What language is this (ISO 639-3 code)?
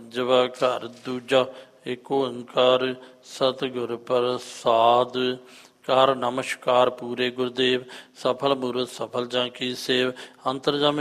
pan